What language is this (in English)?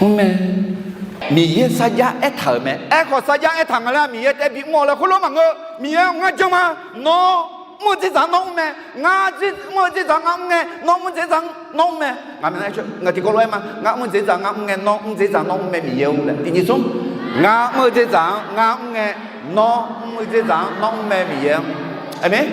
Akha